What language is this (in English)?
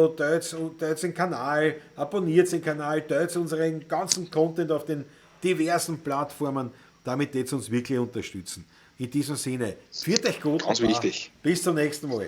Bavarian